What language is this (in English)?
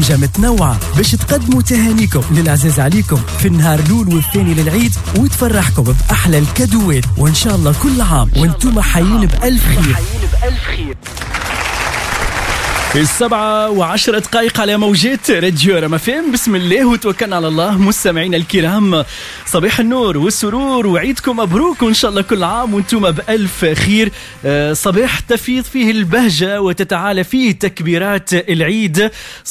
Tunisian Arabic